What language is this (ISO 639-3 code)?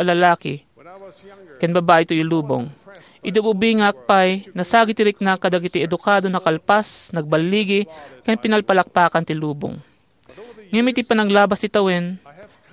ilo